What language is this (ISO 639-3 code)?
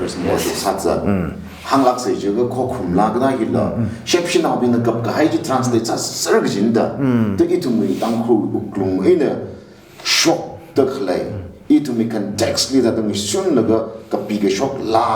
nmf